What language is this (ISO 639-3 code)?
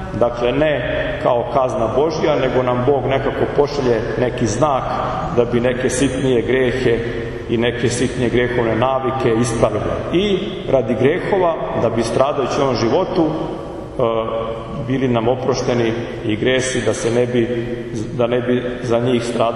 srp